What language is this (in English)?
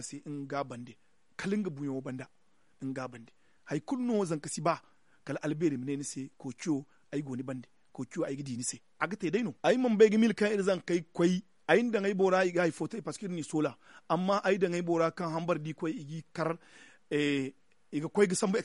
Zarma